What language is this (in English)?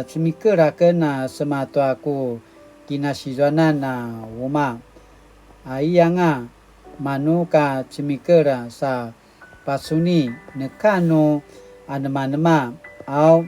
Paiwan